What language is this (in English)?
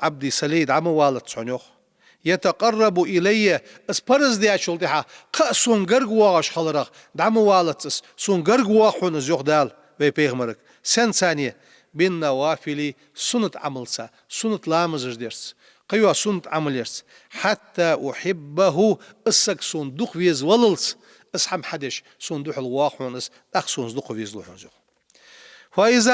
Ingush